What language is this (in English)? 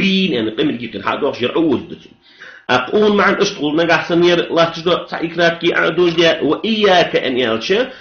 Ingush